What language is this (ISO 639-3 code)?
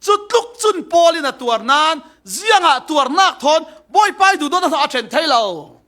cfm